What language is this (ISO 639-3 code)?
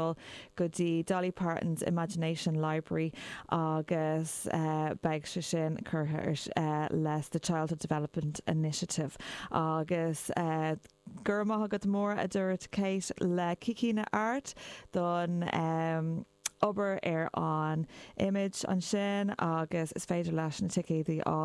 gle